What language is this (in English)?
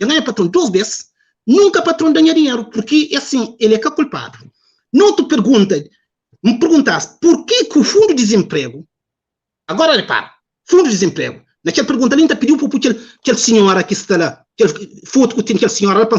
Kabuverdianu